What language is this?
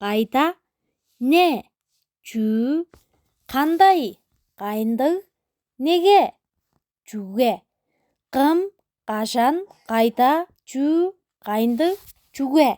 Tuvinian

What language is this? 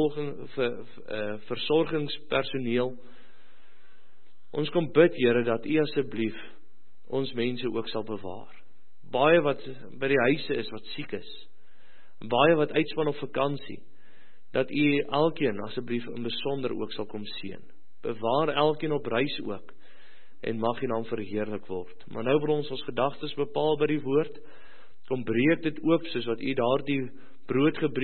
Afrikaans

